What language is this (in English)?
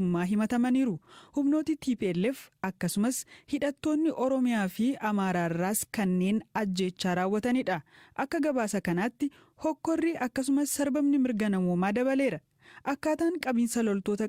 Oromo